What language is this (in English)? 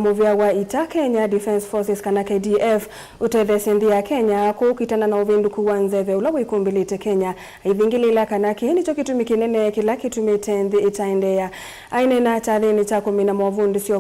Kamba